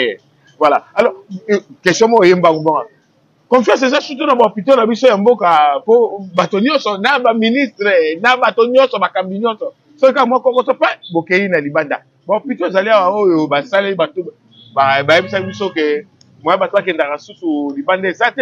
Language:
Lingala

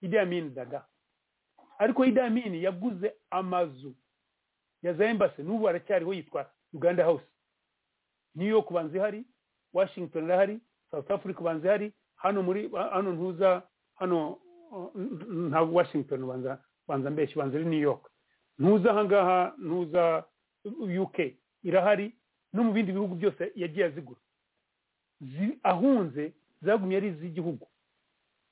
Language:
Kinyarwanda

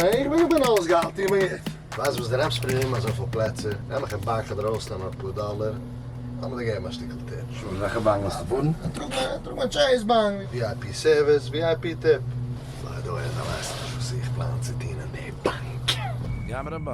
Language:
Yiddish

